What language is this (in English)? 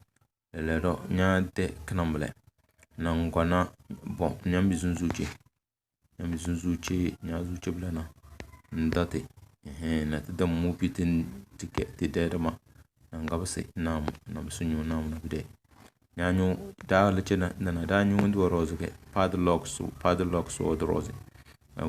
Tem